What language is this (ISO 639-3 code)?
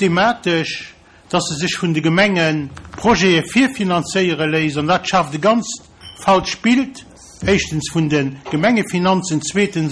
ltz